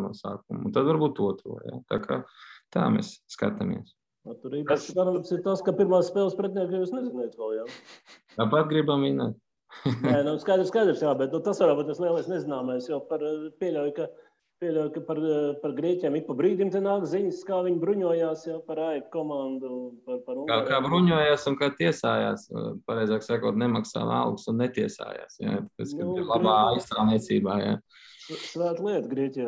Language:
Latvian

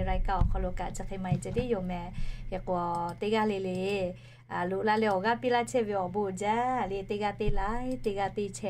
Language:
Lahu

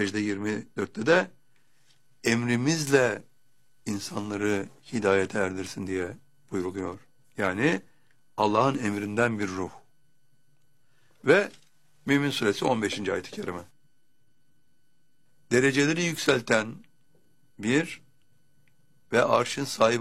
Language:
Turkish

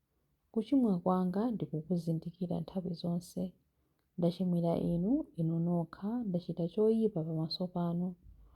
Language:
Nyanja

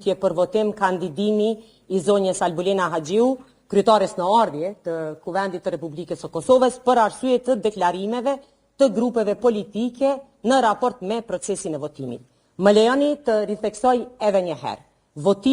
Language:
Albanian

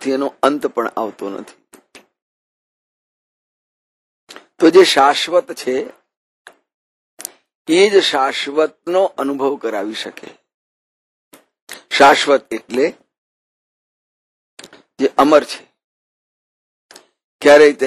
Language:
Gujarati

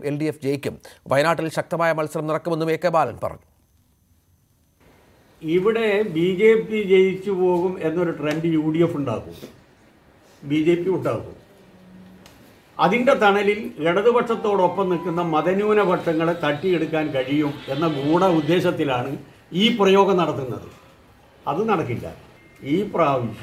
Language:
Malayalam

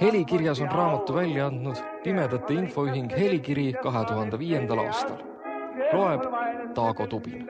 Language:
Estonian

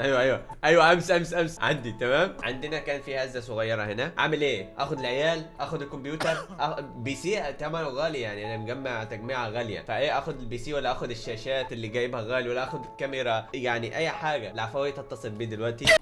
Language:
Egyptian Arabic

